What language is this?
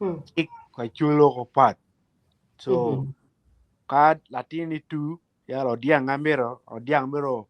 Acoli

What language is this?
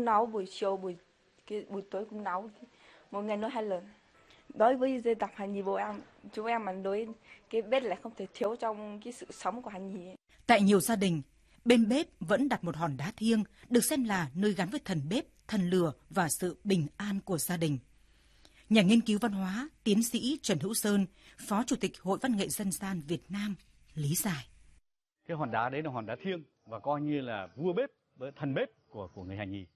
Vietnamese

